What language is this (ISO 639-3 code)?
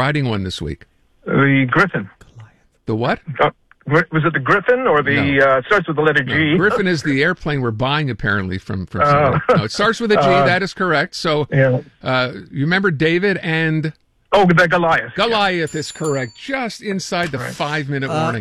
eng